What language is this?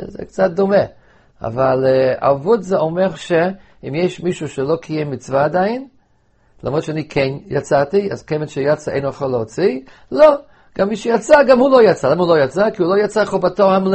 Hebrew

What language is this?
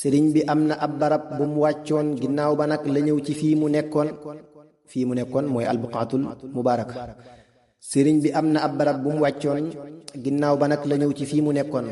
Wolof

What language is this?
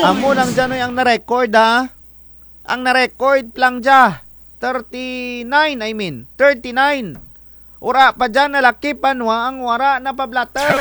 Kinaray-a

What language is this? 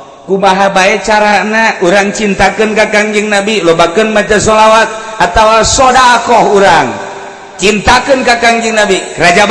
Sundanese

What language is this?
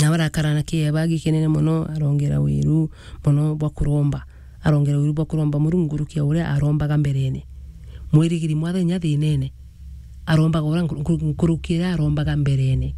Meru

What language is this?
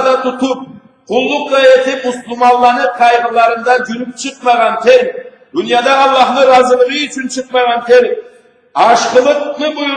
Karachay-Balkar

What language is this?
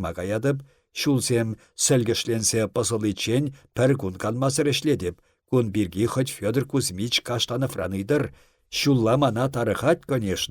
Chuvash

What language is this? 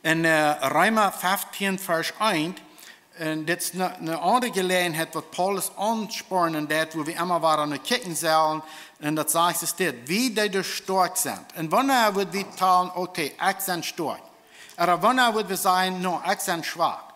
Plautdietsch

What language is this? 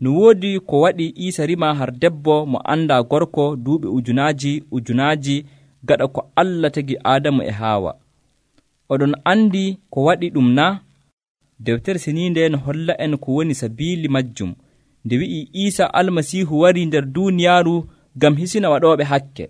Nigerian Fulfulde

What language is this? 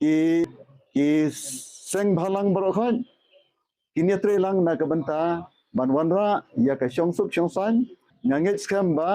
Khasi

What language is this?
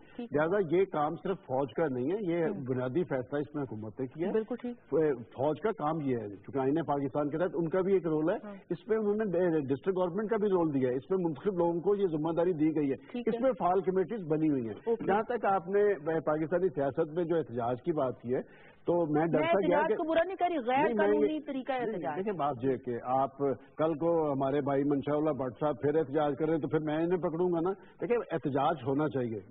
Urdu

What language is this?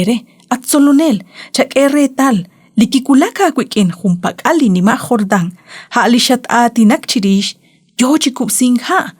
Kekchí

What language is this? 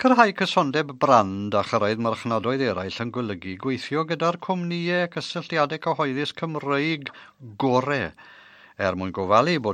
Welsh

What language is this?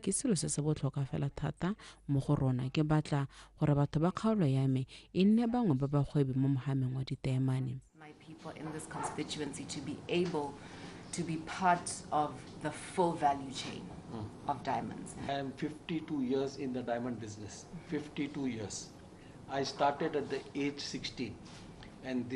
Tswana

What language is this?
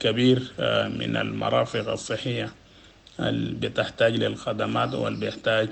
Sudanese Arabic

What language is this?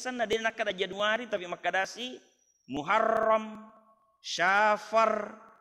Buginese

